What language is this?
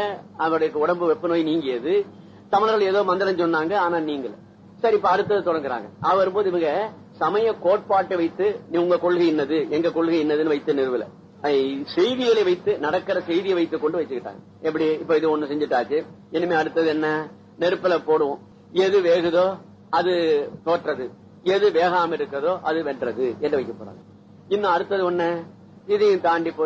Tamil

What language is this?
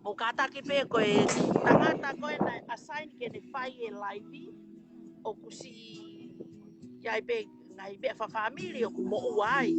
Tongan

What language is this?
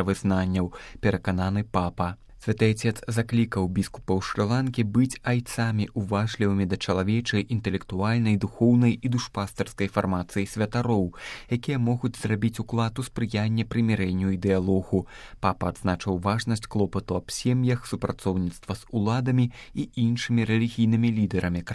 Belarusian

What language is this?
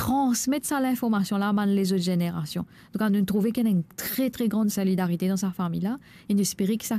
Morisyen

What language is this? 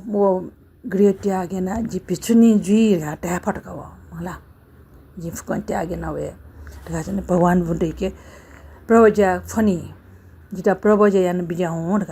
Newari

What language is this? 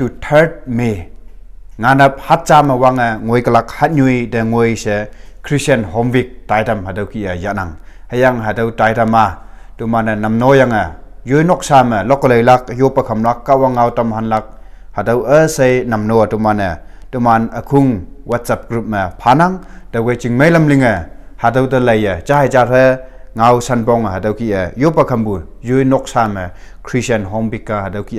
Konyak Naga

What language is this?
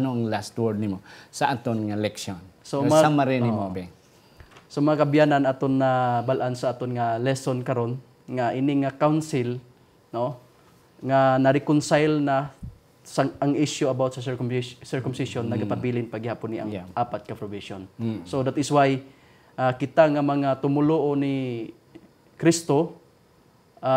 Hiligaynon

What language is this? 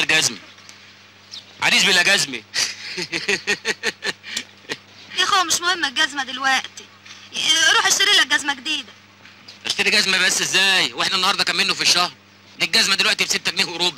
Egyptian Arabic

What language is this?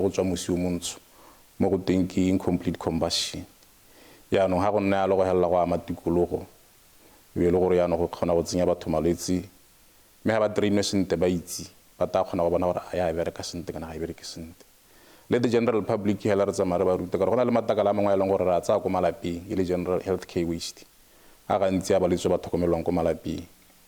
Tswana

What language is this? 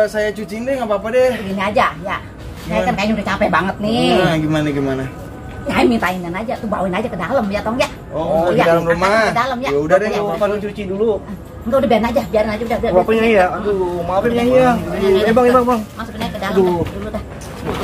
Betawi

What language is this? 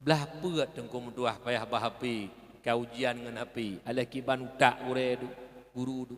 Achinese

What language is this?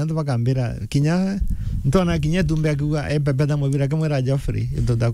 Meru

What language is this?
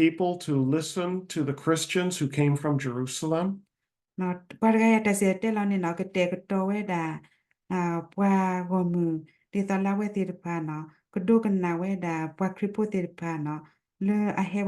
S'gaw Karen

